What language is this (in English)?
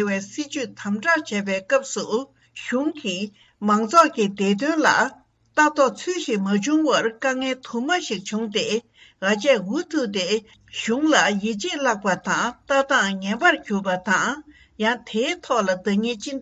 Tibetan